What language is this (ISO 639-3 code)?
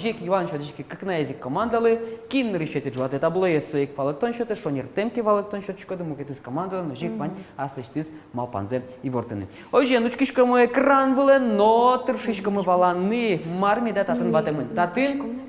udm